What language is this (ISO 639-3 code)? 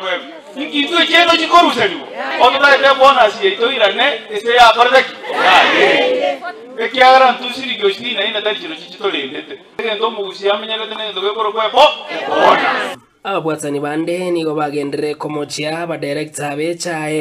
guz